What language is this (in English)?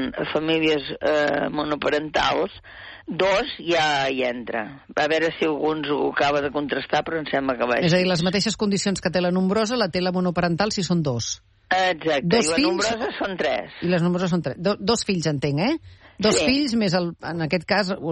Catalan